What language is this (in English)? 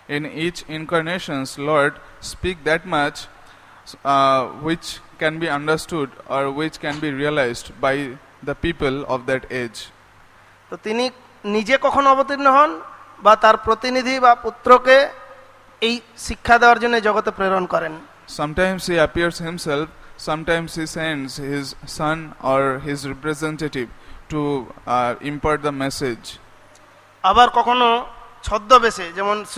Bangla